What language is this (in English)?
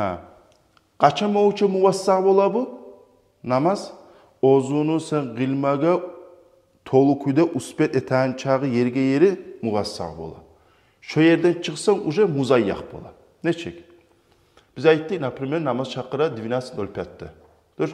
Kumyk